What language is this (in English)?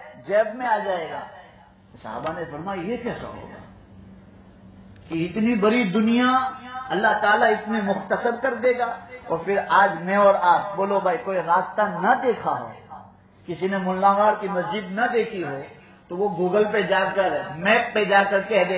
Urdu